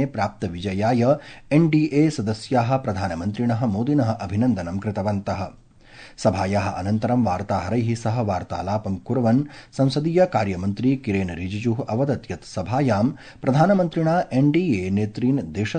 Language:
Sanskrit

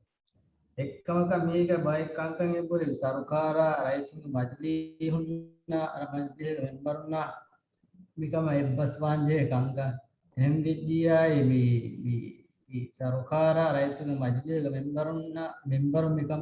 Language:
Divehi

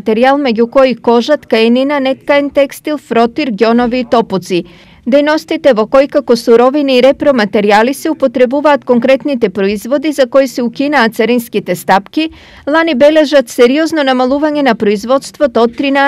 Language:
Macedonian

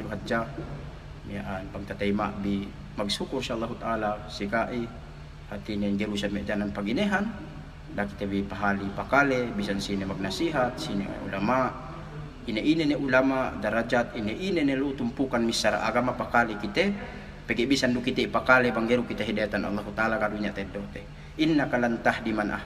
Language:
Yakan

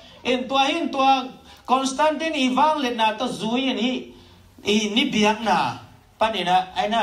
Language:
Tedim Chin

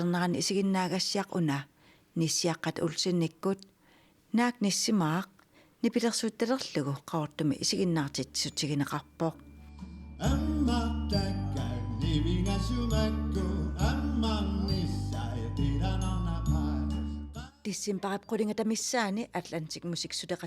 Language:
Kalaallisut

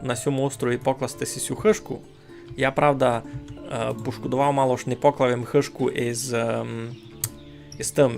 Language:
Rusyn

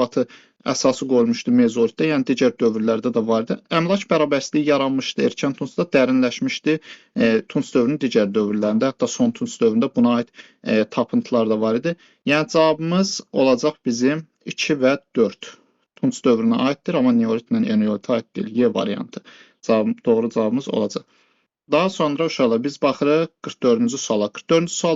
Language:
Azerbaijani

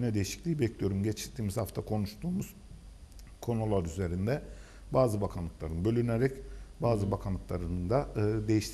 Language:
Turkish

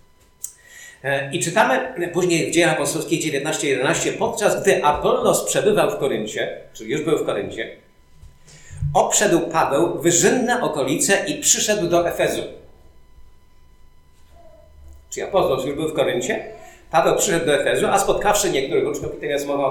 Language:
Polish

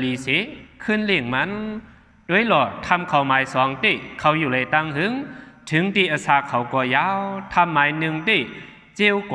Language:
Shan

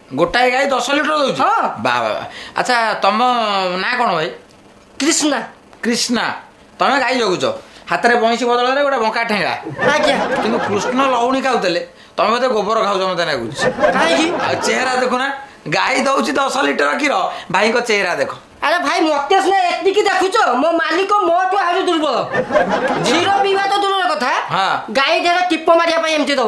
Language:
Odia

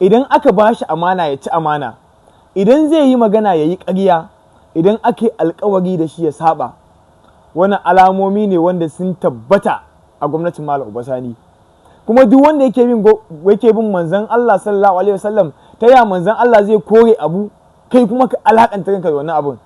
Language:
Hausa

